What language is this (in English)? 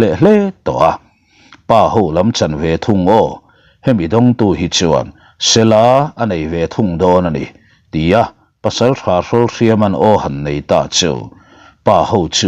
Mizo